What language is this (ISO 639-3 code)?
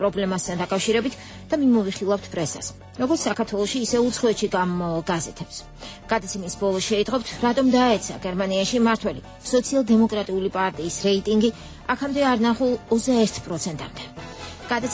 kat